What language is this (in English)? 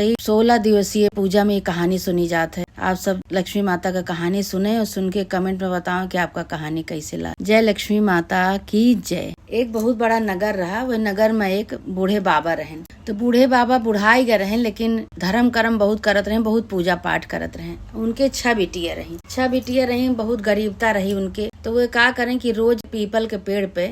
Awadhi